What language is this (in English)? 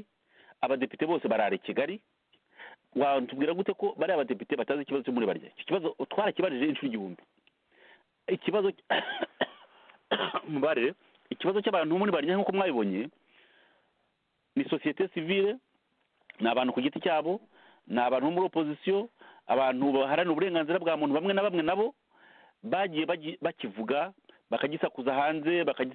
Kinyarwanda